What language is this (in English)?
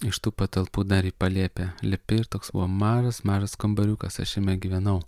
Lithuanian